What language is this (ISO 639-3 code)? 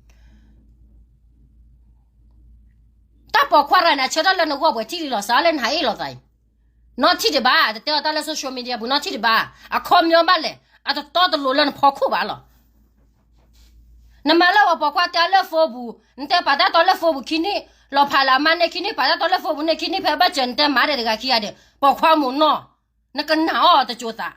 ksw